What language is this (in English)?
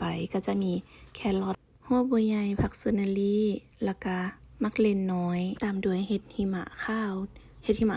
Lao